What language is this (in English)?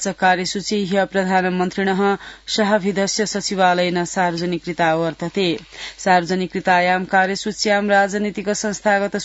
Sanskrit